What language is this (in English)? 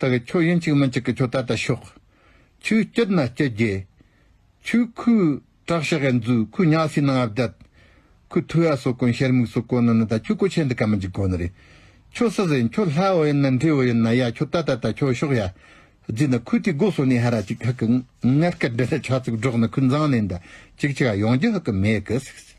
Tibetan